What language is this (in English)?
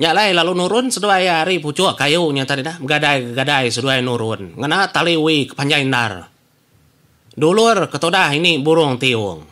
Iban